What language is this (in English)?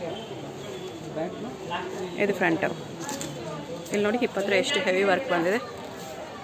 Kannada